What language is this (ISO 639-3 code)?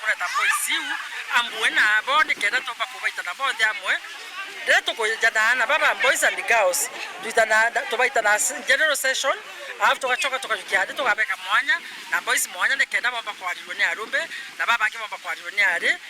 mer